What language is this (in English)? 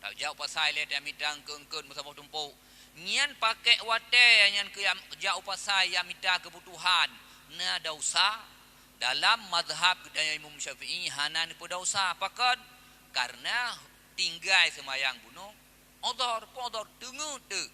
Achinese